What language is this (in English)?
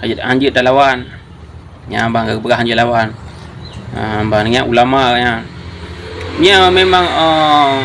Achinese